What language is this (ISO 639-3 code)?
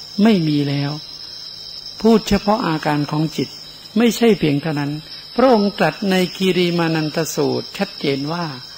tha